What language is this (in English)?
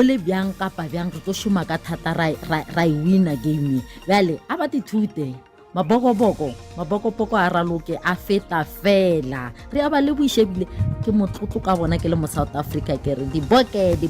Northern Sotho